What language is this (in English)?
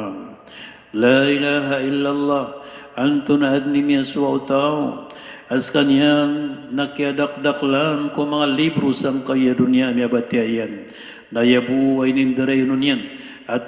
Maranao